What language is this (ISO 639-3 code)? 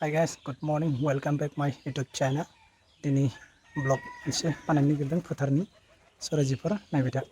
brx